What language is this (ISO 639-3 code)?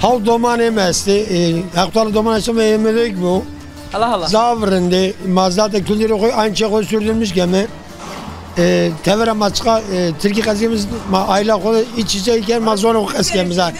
zza